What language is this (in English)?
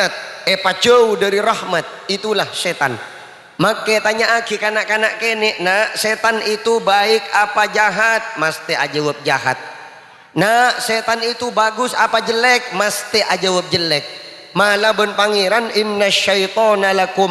Madurese